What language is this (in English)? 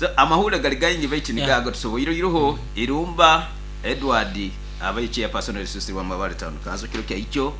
Nyoro